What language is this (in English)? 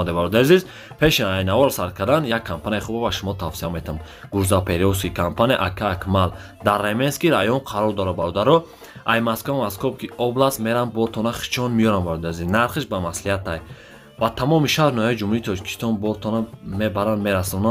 Tajik